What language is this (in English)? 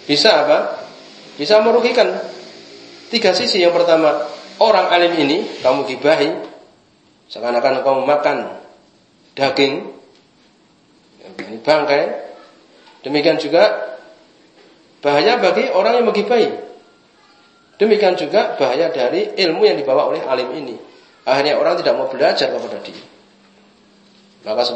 Indonesian